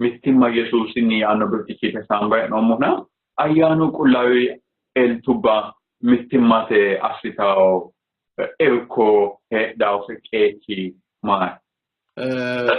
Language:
Sidamo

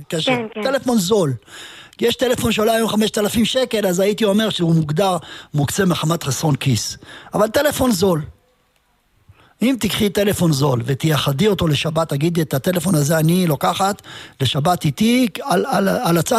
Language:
Hebrew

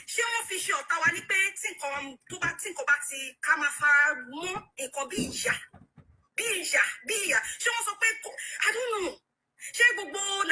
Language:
Yoruba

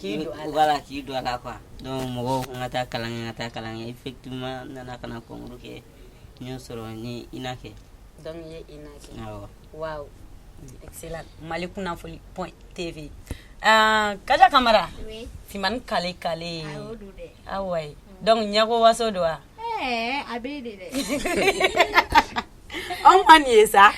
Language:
Bambara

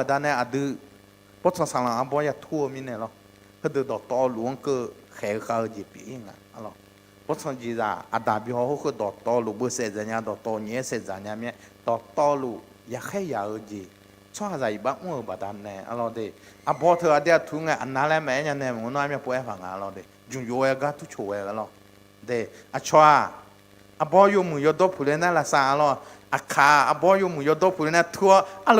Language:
Akha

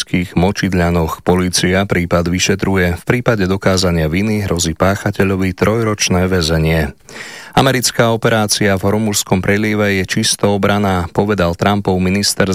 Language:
Slovak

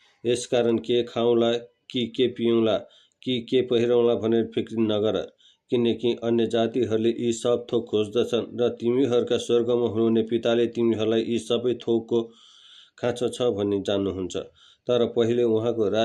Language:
Nepali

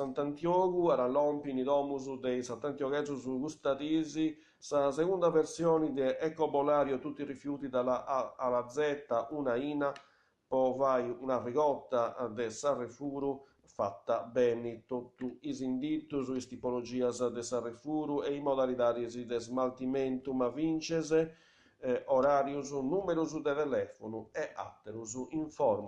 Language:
Sardinian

